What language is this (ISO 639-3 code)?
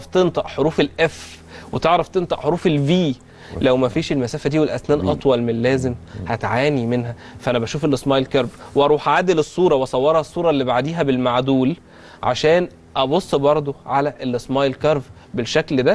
arz